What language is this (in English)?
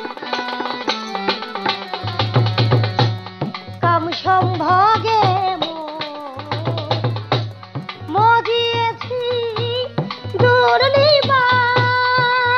Bangla